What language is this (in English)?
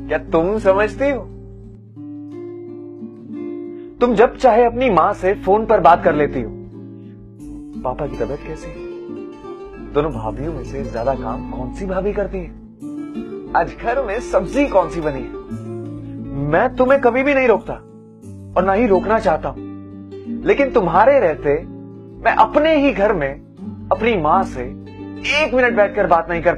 Hindi